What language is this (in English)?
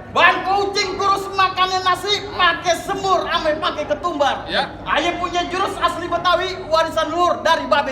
Betawi